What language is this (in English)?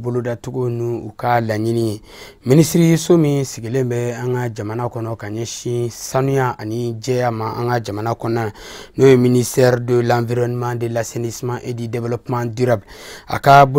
Bambara